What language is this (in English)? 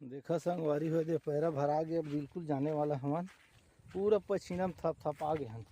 Chhattisgarhi